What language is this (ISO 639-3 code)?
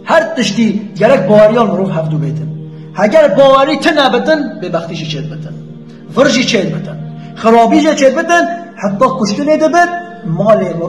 kur